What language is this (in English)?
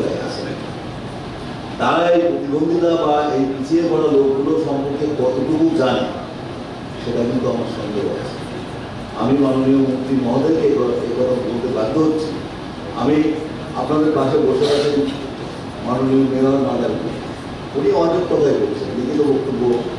Bangla